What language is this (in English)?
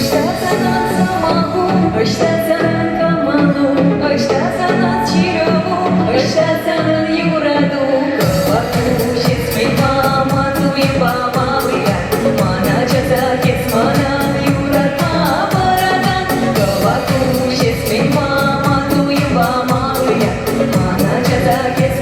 Chuvash